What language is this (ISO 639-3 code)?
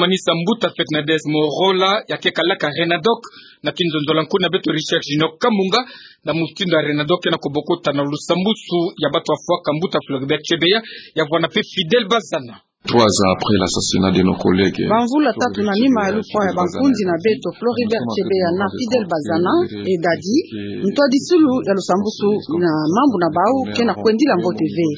ktu